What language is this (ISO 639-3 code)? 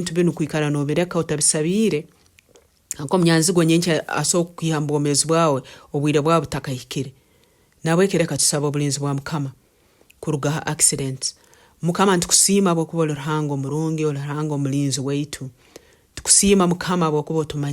nyn